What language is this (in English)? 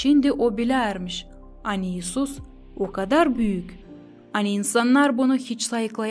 Gagauz